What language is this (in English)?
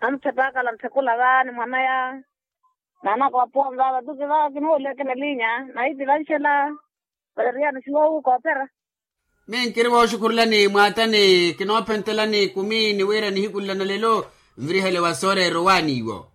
Makhuwa